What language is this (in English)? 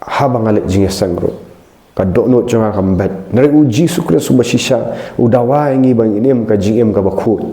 Khasi